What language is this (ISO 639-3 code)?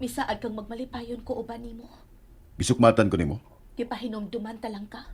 ceb